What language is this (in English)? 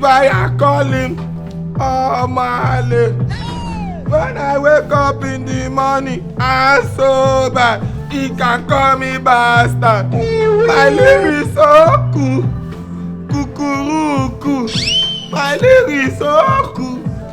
Nigerian Pidgin